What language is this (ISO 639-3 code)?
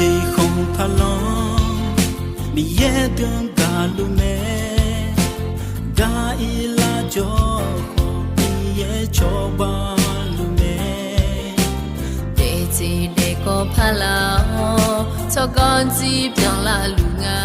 ahk